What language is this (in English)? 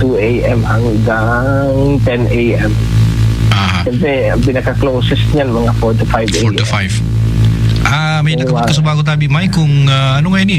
Bikol